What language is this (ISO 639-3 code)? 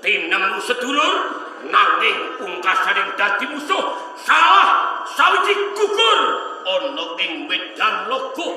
jav